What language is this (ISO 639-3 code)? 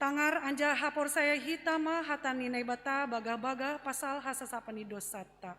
bts